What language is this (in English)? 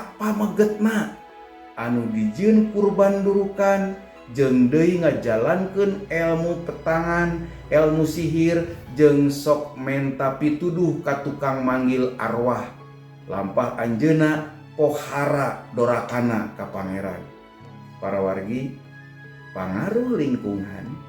Sundanese